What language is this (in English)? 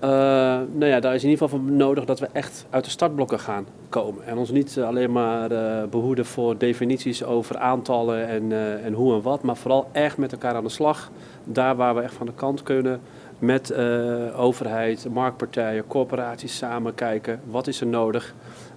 Dutch